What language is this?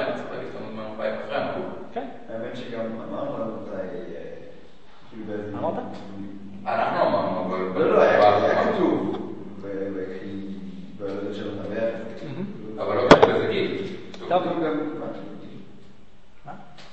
Hebrew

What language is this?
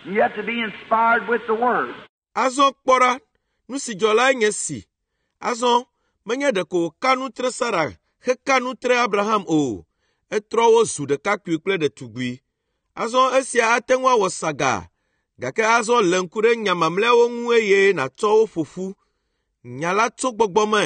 Ewe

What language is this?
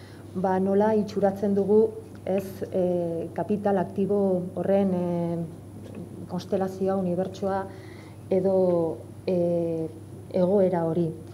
Basque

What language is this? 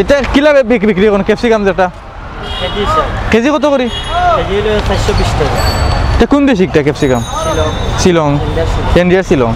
Sylheti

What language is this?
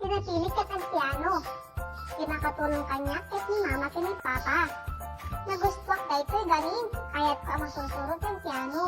Iloko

